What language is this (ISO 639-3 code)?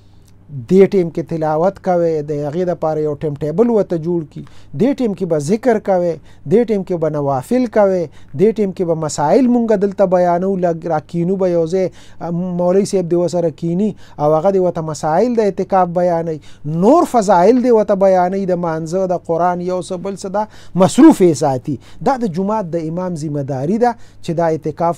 pus